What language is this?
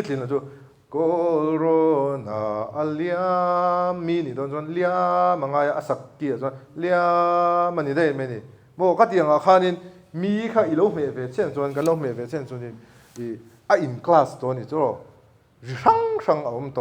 Mizo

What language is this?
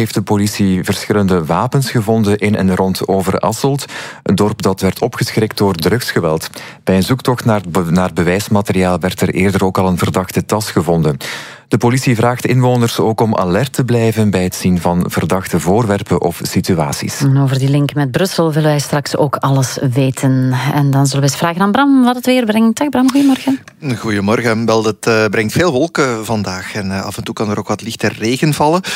Dutch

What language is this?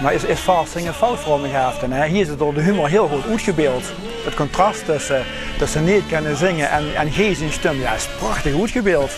Limburgish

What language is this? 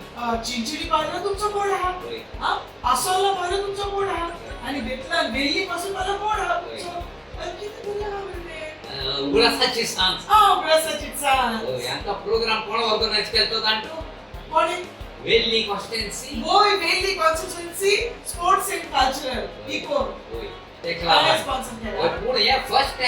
Konkani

